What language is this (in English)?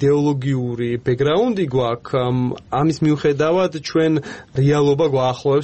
Georgian